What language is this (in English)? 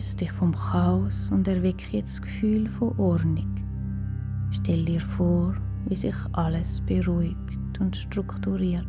Swiss German